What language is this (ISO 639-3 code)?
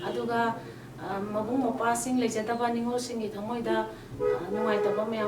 mni